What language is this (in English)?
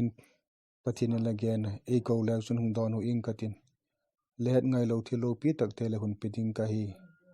Vaiphei